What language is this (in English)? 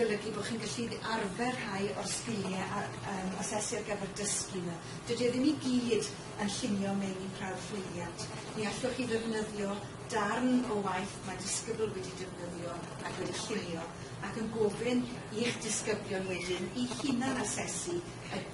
Welsh